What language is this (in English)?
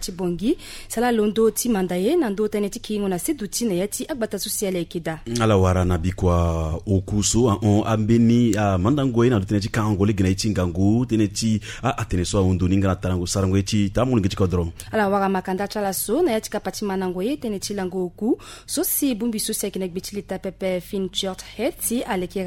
Sango